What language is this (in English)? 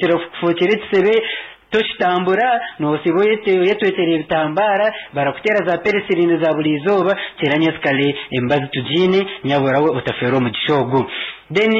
Nyankole